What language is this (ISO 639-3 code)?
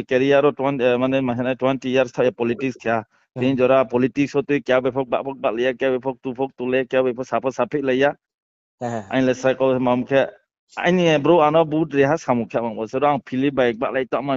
ria